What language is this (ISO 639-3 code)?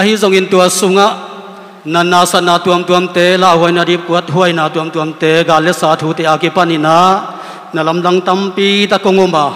ctd